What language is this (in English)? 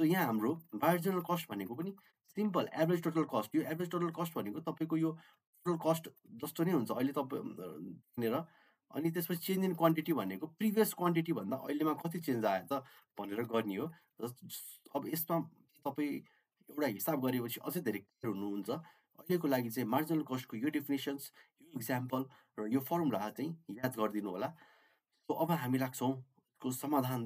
Nepali